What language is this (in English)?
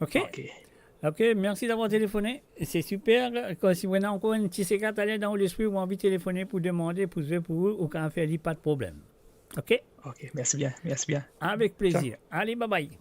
Morisyen